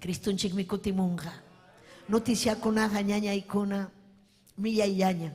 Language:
Ayacucho Quechua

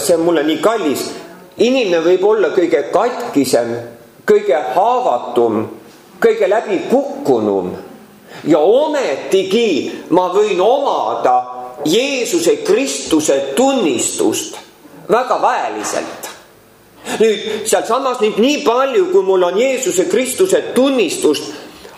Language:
Estonian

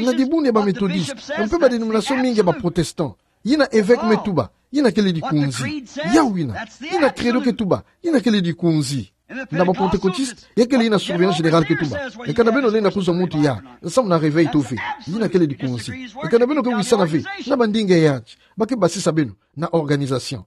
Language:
Kituba (Democratic Republic of Congo)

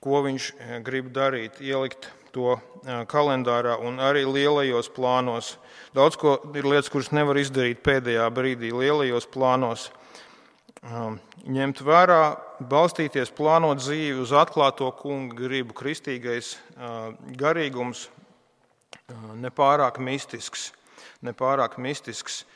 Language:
Latvian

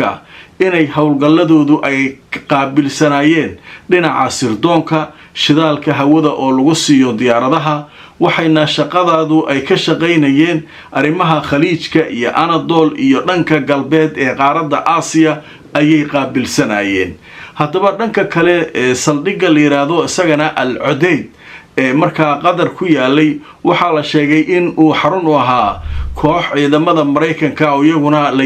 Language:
Somali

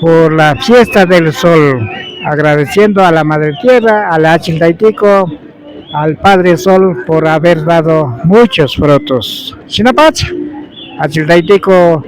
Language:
Imbabura Highland Quichua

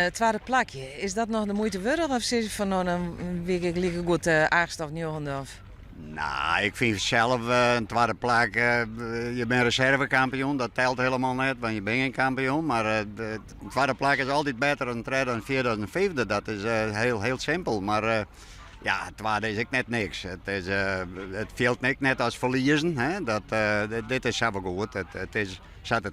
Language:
Western Frisian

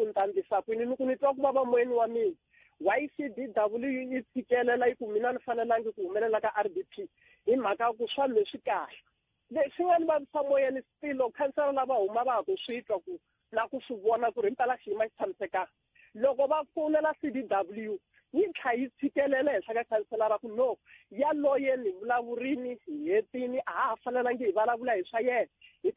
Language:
Tsonga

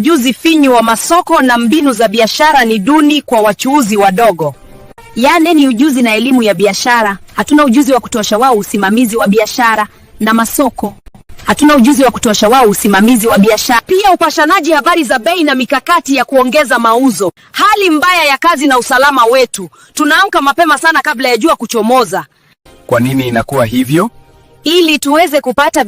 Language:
Swahili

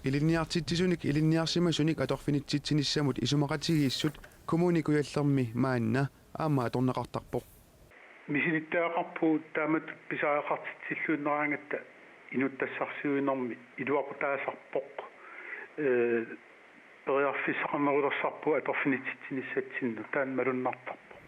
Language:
Kalaallisut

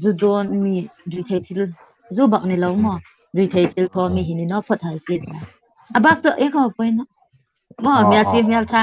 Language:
Hmar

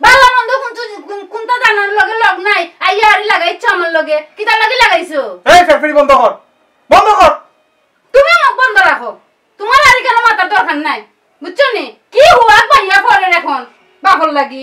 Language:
Sylheti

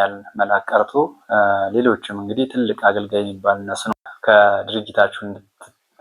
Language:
Amharic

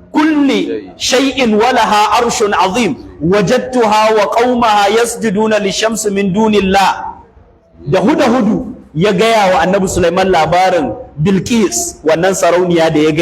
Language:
Hausa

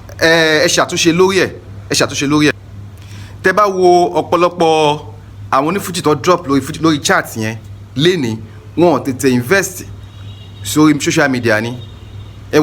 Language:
Yoruba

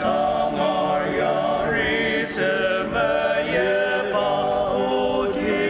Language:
Ao Naga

